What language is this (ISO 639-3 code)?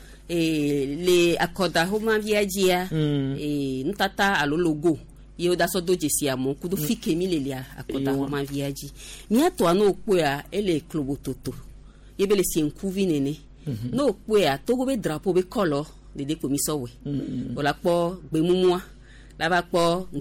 gej